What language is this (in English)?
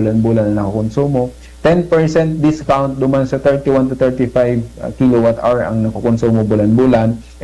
Bikol